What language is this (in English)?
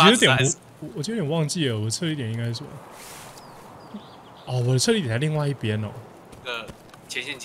Chinese